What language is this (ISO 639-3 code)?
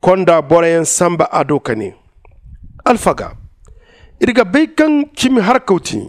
dje